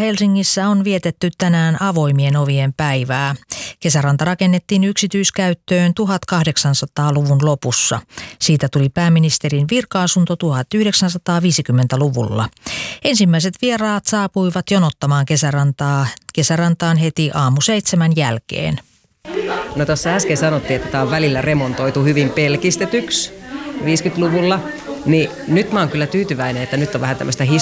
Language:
Finnish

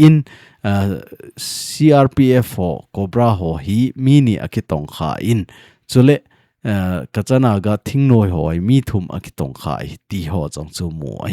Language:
Thado Chin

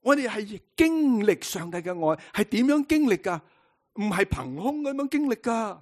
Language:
Cantonese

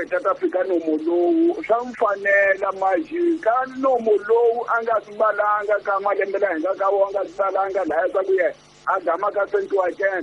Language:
Tsonga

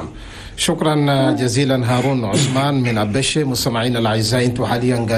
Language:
Chadian Arabic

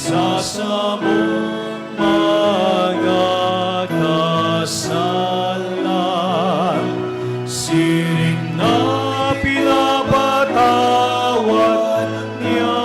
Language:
Bikol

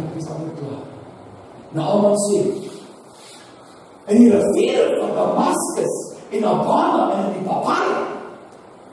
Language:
Afrikaans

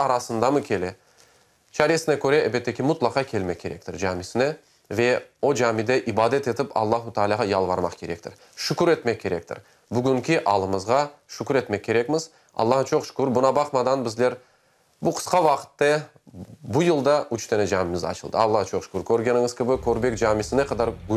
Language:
Crimean Tatar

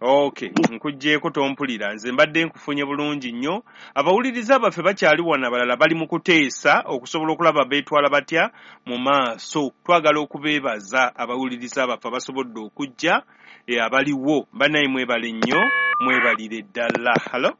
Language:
Ganda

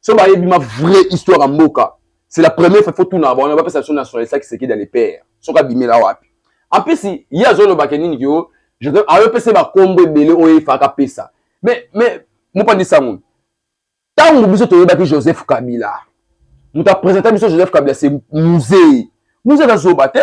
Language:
Lingala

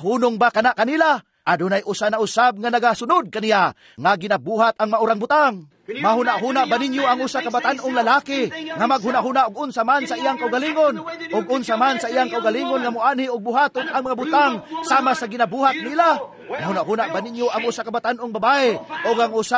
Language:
Cebuano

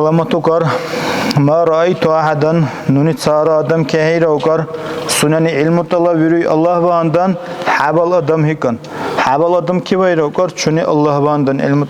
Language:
Dargwa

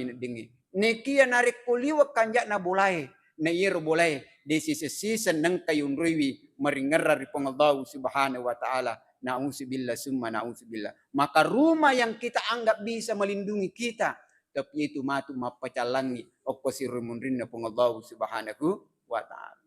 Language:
Buginese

